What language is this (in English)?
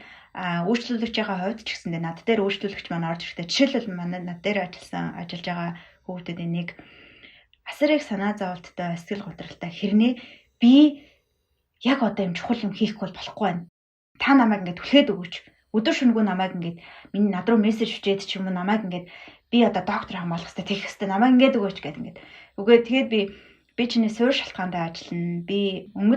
Mongolian